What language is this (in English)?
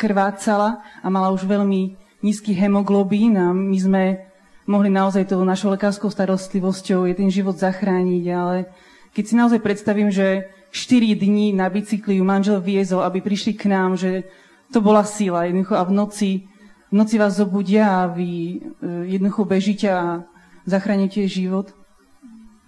Slovak